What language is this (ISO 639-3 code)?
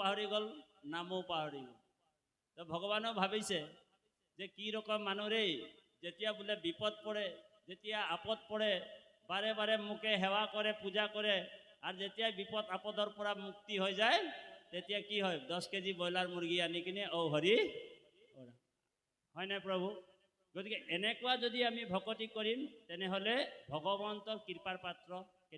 asm